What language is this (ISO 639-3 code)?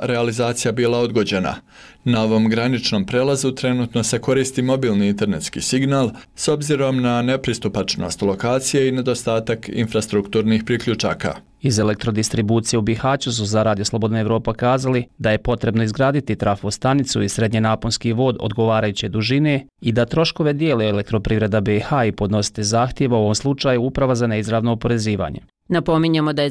bos